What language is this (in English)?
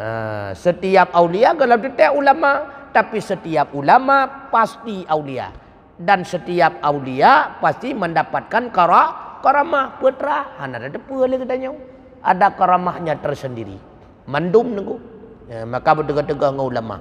Achinese